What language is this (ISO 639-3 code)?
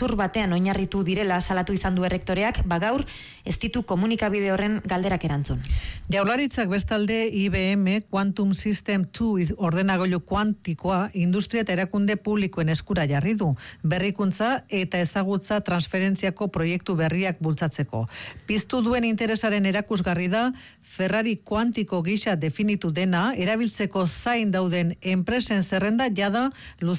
eus